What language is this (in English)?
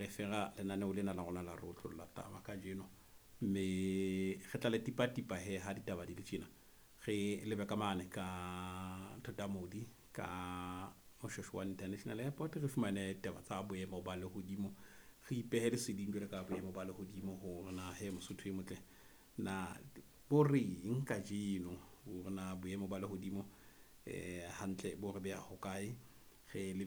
Southern Sotho